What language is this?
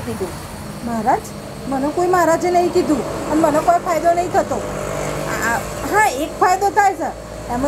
Gujarati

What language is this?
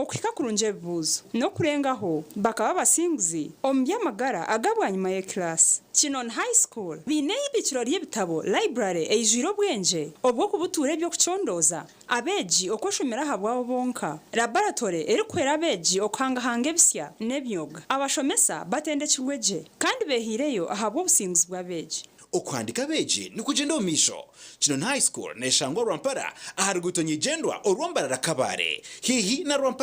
Nyankole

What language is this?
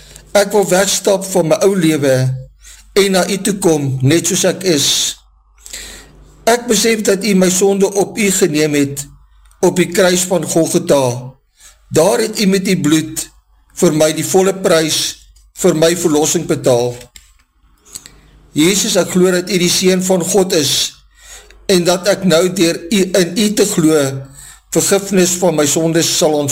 Afrikaans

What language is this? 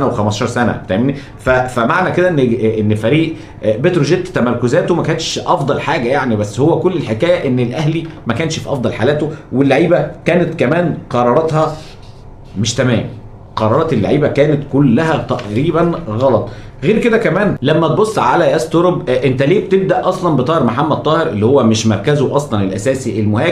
Egyptian Arabic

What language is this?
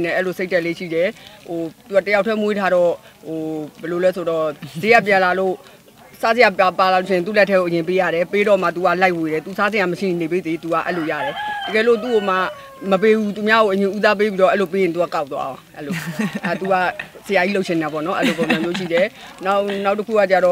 Burmese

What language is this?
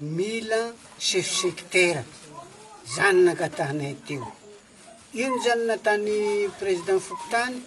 Malagasy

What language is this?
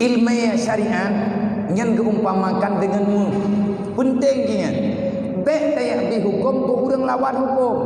Achinese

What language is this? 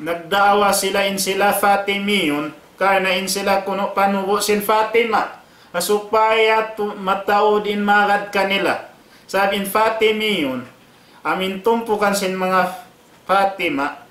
Tausug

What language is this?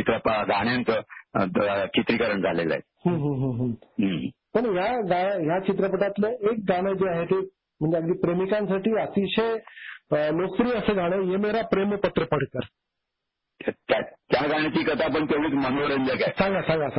Marathi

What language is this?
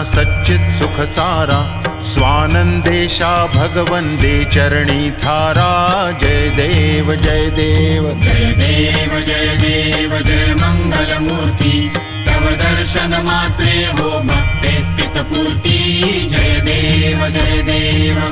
Marathi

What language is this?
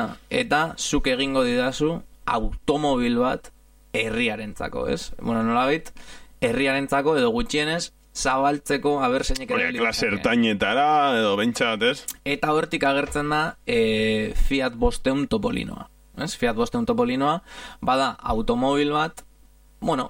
Basque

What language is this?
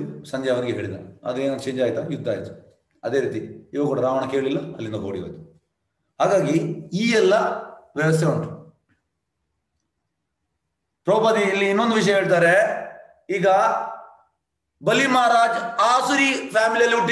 Kannada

